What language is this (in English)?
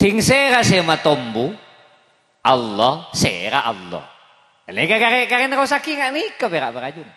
Madurese